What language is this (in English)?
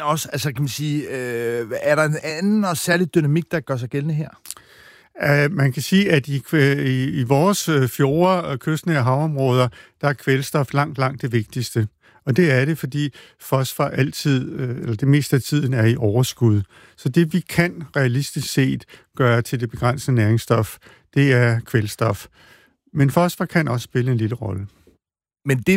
Danish